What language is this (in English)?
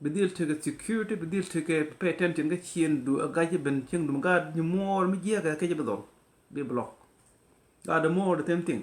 Nuer